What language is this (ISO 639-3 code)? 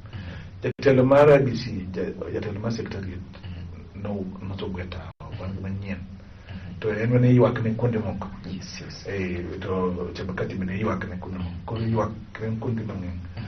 luo